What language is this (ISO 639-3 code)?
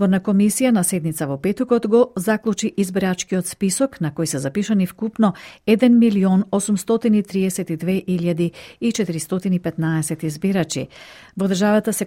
mkd